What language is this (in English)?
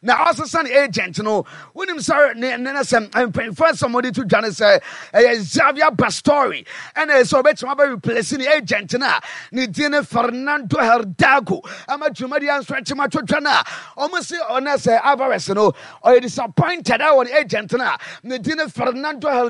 Akan